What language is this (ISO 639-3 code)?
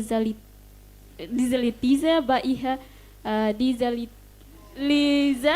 tet